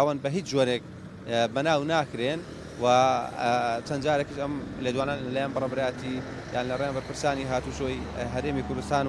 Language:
Central Kurdish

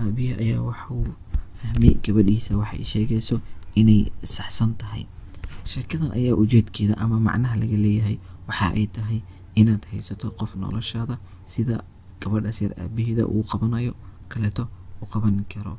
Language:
Somali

